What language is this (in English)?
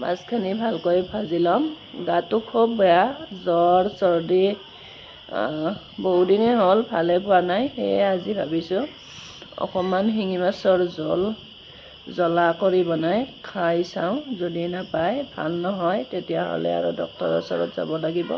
Assamese